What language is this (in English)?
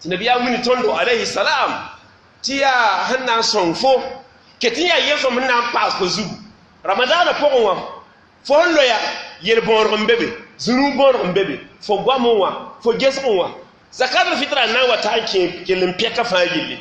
Mossi